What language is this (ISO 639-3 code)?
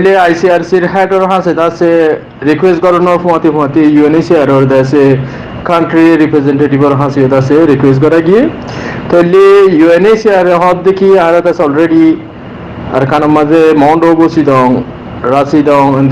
rhg